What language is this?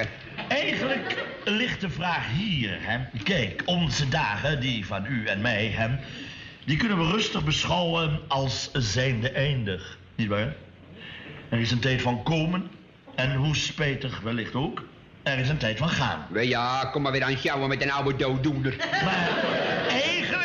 Dutch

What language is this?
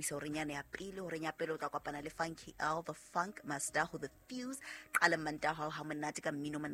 Southern Sotho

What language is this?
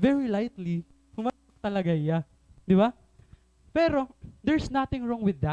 Waray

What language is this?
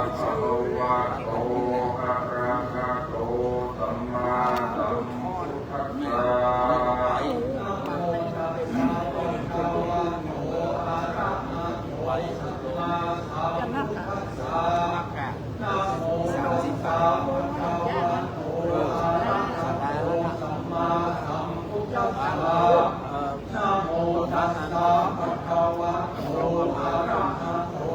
Pali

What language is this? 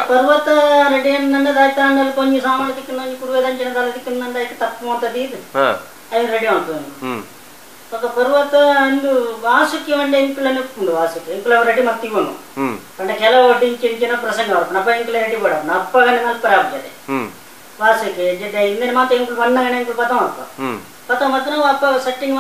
Tulu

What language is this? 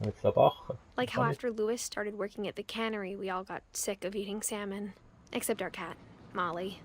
Swiss German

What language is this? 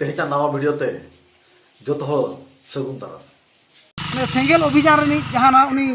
Santali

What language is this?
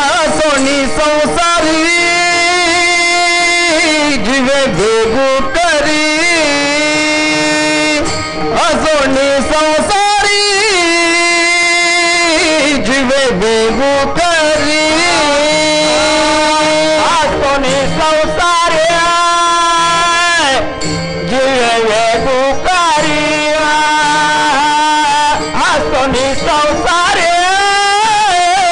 Marathi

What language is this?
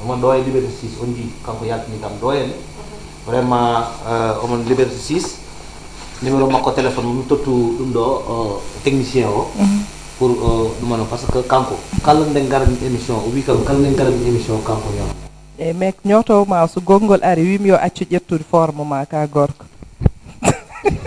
Fula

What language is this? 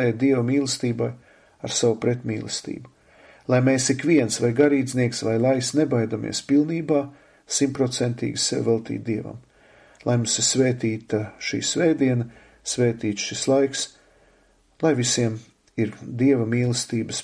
Latvian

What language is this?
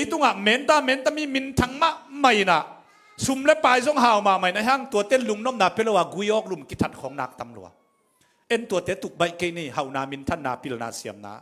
Tedim Chin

